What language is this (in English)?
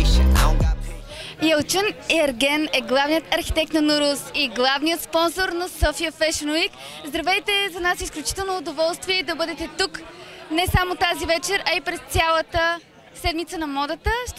Bulgarian